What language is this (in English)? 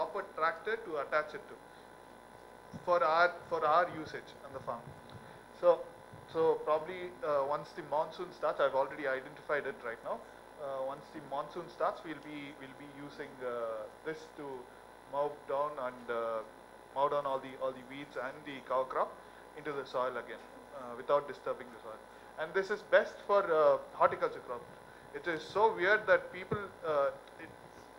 English